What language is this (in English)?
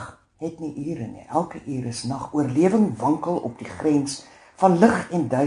Afrikaans